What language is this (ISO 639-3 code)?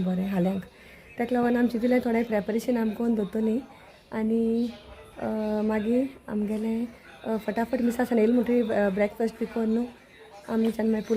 kok